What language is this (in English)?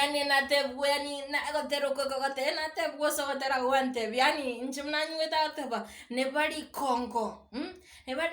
Gusii